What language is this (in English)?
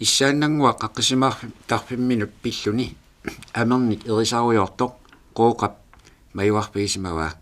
Kalaallisut